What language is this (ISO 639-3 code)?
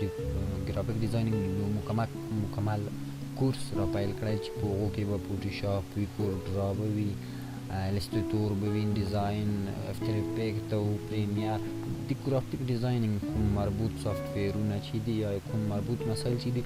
pus